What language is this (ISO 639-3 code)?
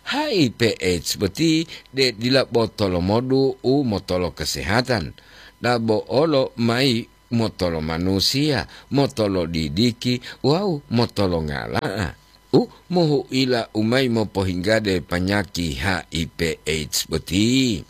gor